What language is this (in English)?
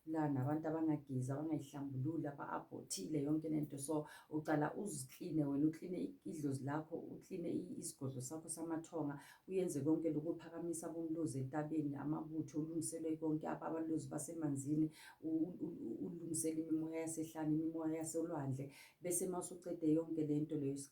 Zulu